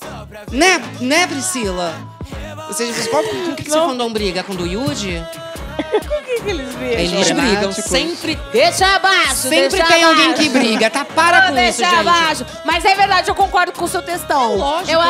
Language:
Portuguese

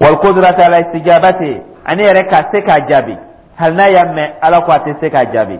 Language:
Dyula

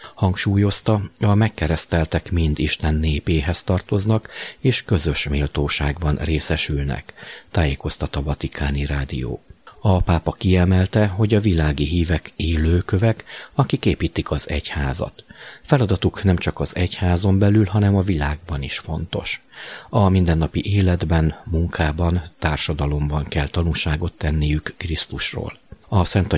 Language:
Hungarian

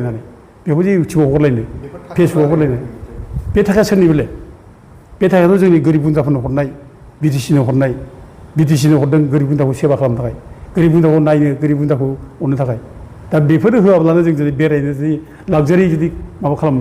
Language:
Bodo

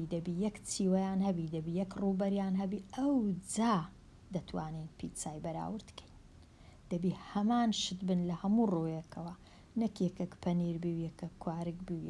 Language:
Central Kurdish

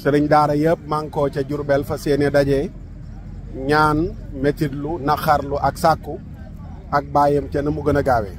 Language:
Wolof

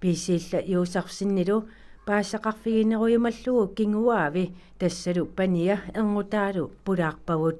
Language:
Kalaallisut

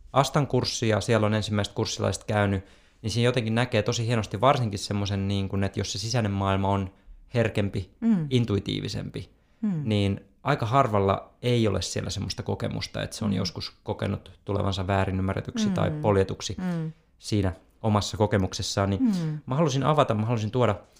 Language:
Finnish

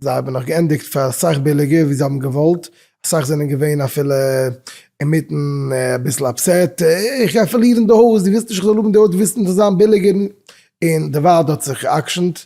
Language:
Yiddish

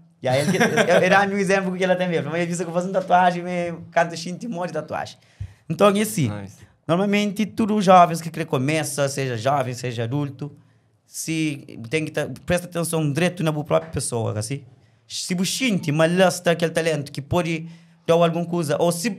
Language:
Kabuverdianu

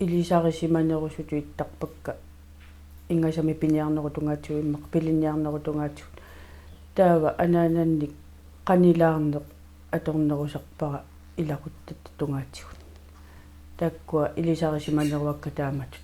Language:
Kalaallisut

